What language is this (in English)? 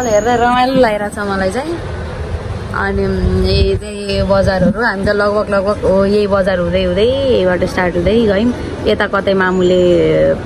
Nepali